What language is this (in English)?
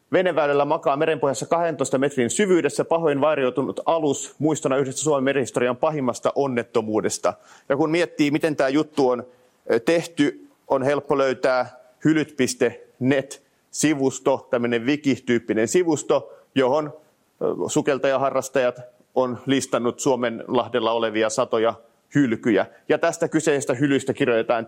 Finnish